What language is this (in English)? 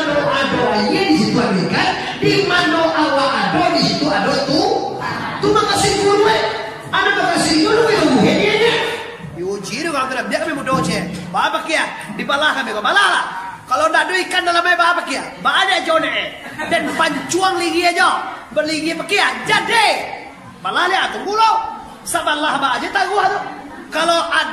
Minangkabau